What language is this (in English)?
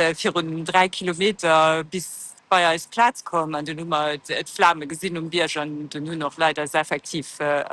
Luxembourgish